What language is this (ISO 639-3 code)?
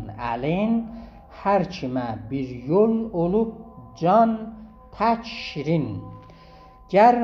azb